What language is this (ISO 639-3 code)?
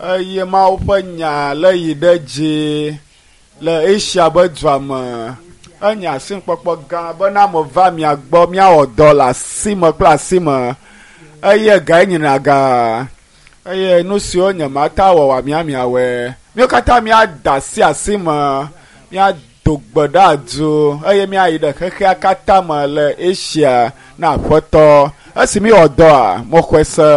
ewe